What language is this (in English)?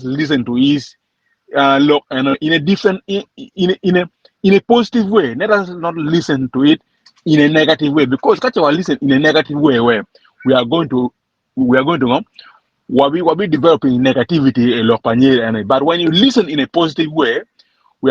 Acoli